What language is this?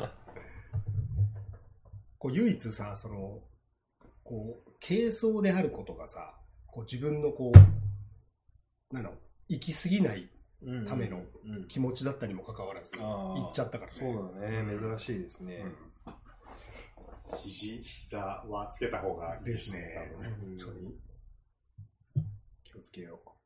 Japanese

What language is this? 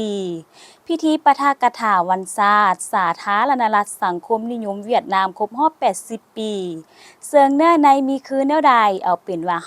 Lao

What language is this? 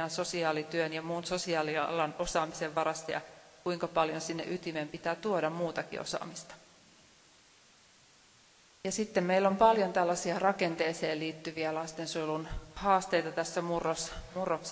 Finnish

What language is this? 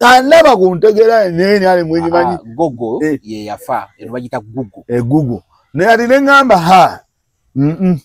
Ganda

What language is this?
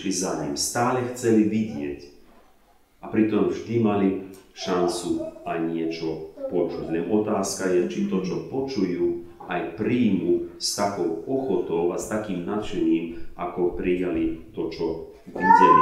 Slovak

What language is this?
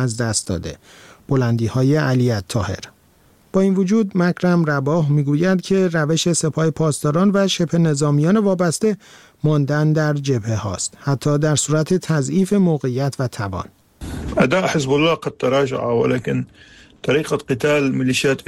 Persian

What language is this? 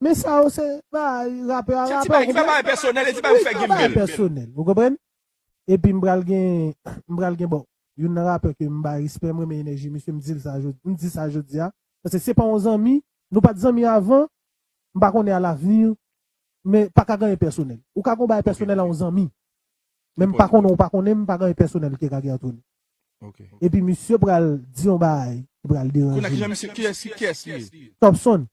Haitian Creole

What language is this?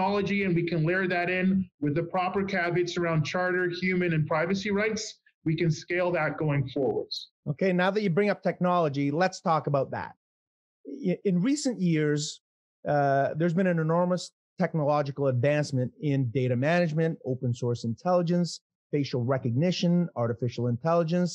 English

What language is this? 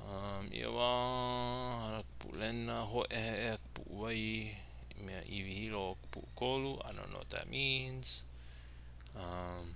Hawaiian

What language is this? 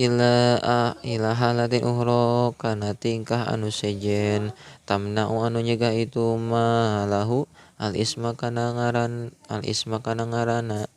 Sundanese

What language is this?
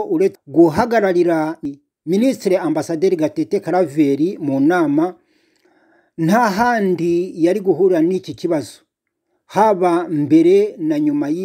Kinyarwanda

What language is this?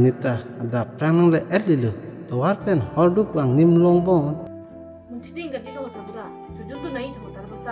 Karbi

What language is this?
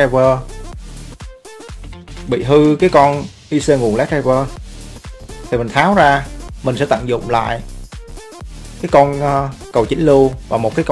Vietnamese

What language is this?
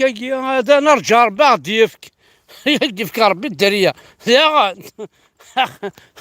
Kabyle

